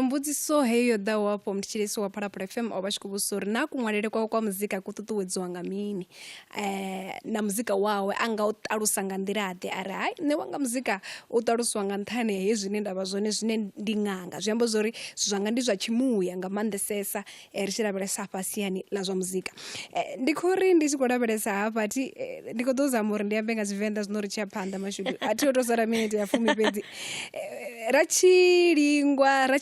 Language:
Venda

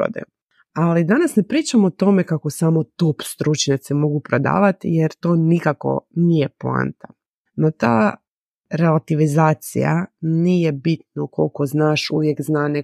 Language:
Croatian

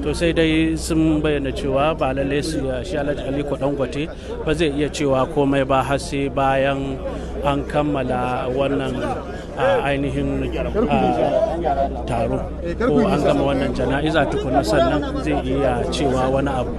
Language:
Hausa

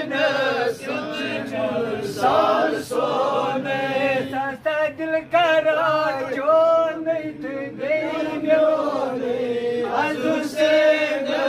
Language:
Kashmiri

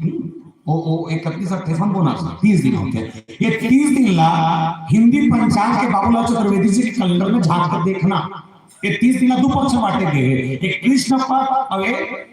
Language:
Chhattisgarhi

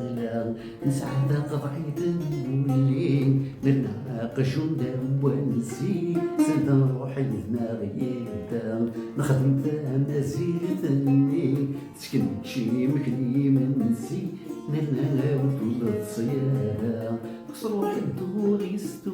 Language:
Kabyle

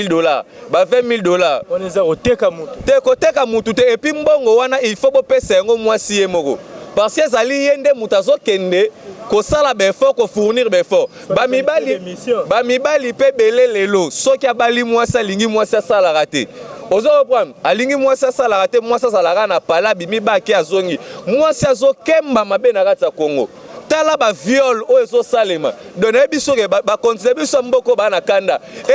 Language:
Lingala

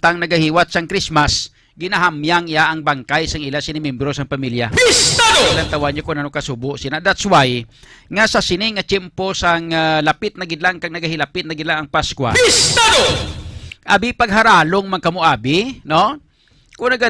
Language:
Hiligaynon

